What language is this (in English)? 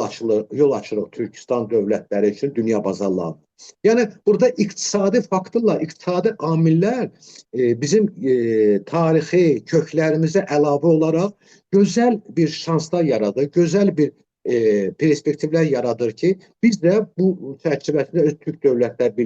Azerbaijani